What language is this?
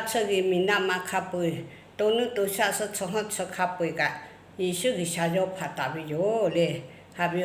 Lahu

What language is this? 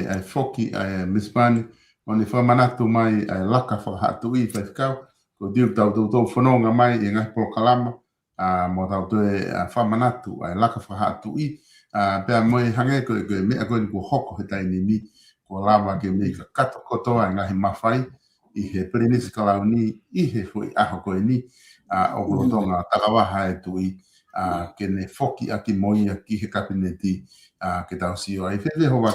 Tongan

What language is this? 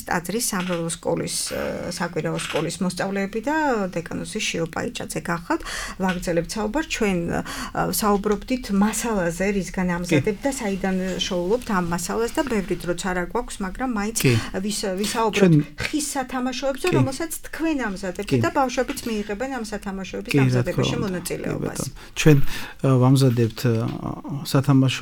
Georgian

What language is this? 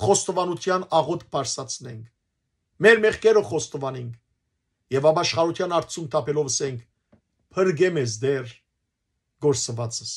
Western Armenian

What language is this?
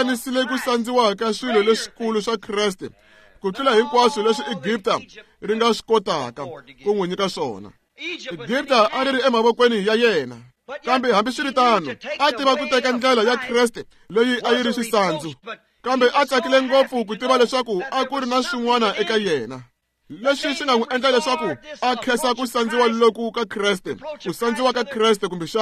Tsonga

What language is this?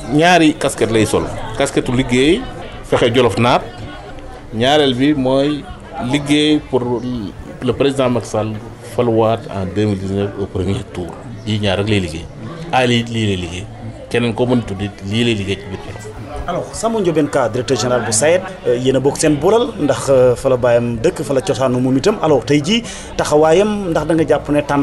Wolof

